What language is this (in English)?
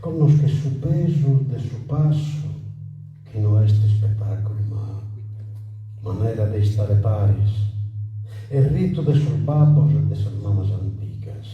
Sardinian